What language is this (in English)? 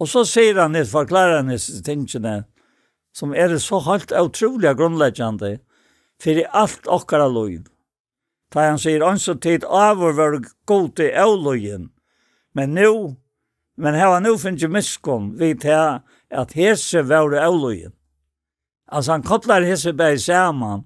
Faroese